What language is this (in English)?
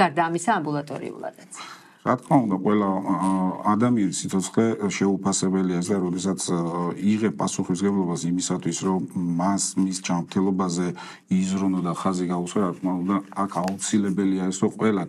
Georgian